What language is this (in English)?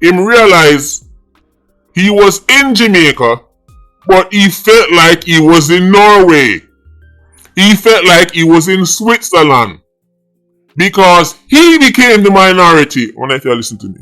Jamaican Creole English